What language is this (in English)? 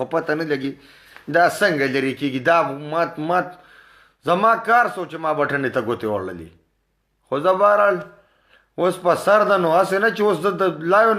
Pashto